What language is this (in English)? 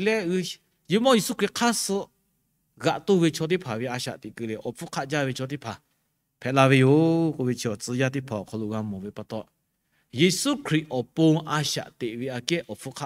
Lahu